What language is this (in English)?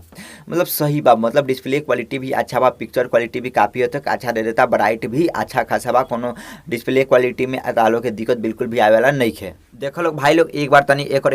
Bhojpuri